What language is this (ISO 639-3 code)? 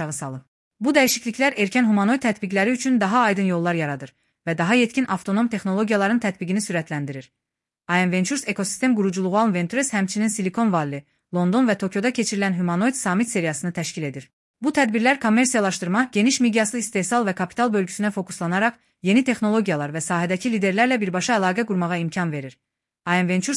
aze